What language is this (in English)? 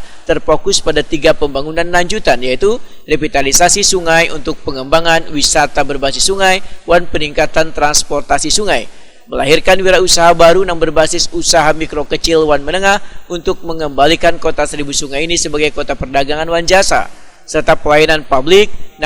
Banjar